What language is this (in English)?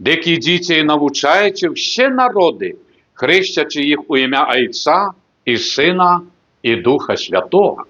Belarusian